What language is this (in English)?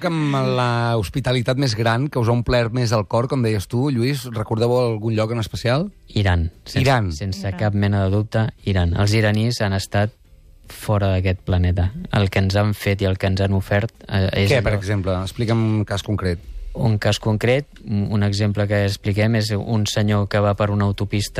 Catalan